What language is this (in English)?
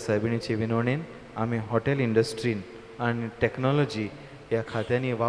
Konkani